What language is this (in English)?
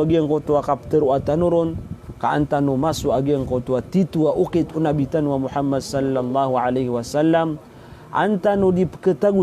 Maranao